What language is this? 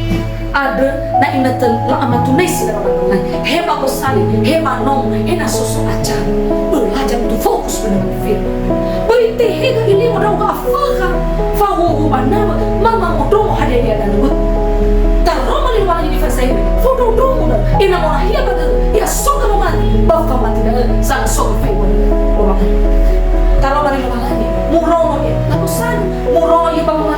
Nias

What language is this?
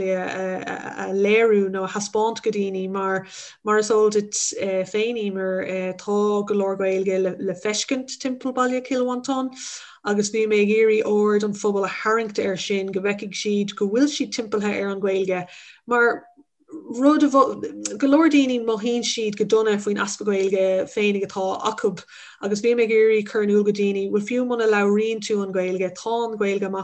Irish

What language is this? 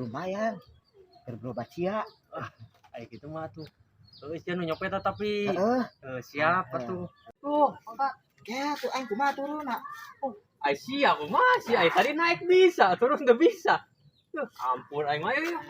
Sundanese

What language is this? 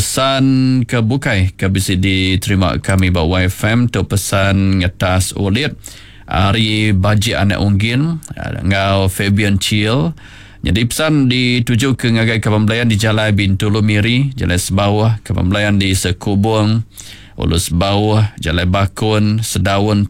Iban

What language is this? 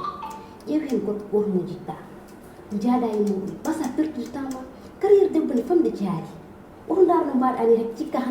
Fula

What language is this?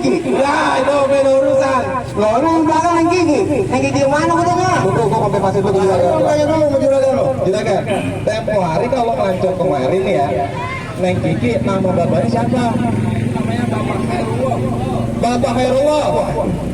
Betawi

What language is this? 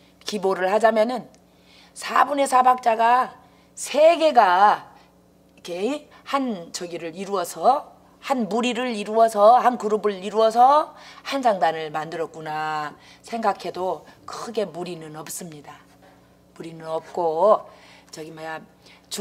Korean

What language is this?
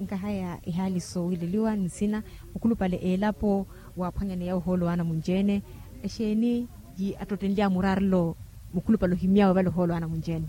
Makhuwa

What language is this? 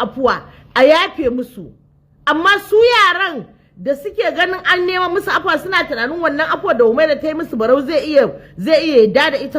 Hausa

